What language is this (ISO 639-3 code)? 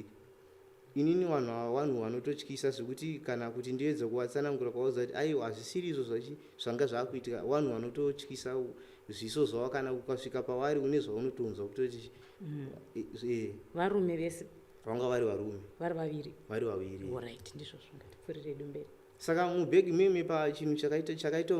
sna